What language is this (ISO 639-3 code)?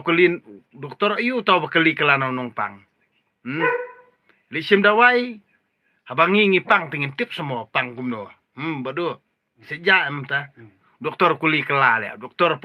kha